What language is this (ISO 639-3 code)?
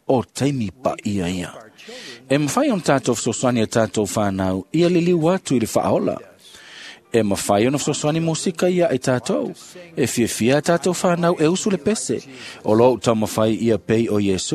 smo